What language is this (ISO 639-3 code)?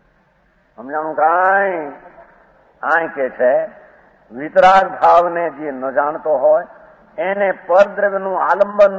guj